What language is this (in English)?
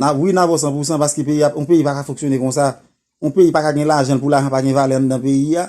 Haitian Creole